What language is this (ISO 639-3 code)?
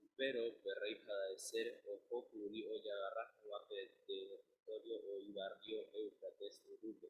grn